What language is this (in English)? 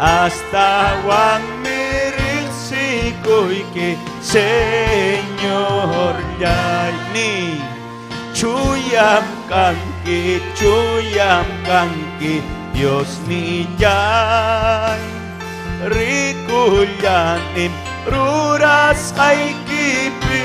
Ayacucho Quechua